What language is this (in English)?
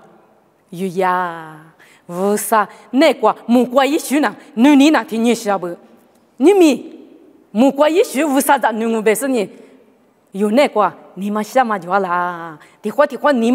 Lisu